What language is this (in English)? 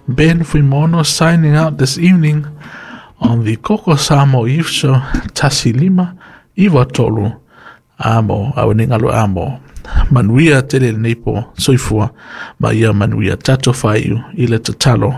Samoan